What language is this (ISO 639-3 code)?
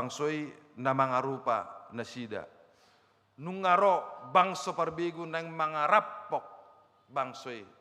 bbc